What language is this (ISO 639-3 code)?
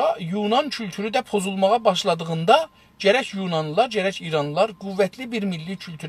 azb